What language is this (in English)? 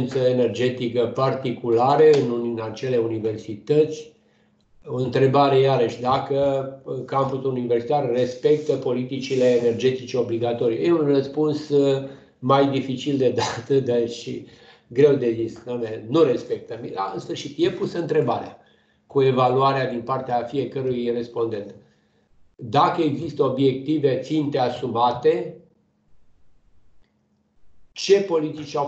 Romanian